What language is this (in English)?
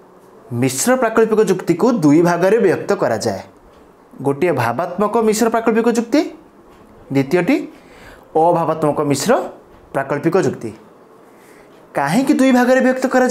Odia